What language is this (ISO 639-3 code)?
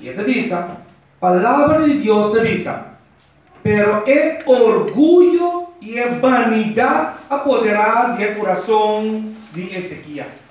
pap